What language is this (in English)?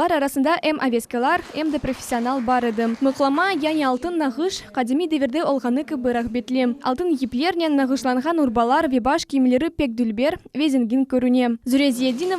Crimean Tatar